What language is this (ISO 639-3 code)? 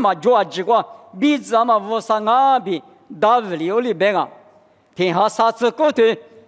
lis